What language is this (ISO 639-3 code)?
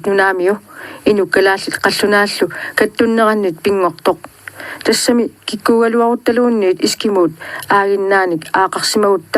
kal